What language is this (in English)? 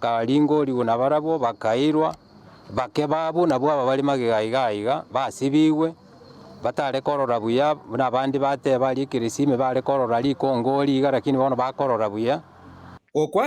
Gusii